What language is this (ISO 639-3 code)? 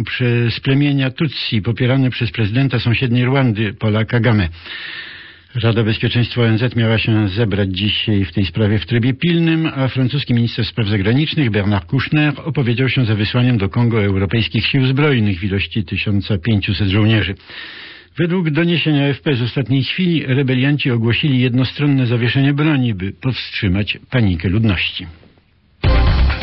pol